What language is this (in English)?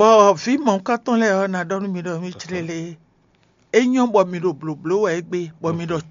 Fon